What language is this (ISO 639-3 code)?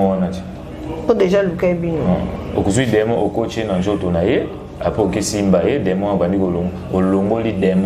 lin